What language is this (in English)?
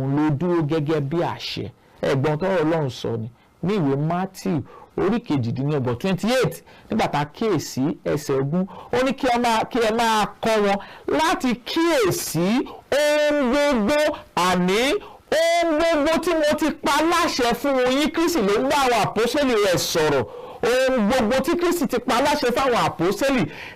Yoruba